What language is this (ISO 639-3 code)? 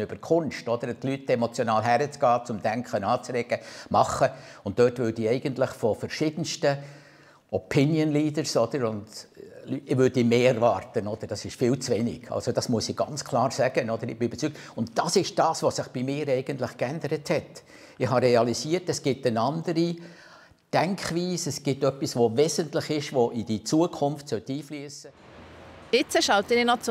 gsw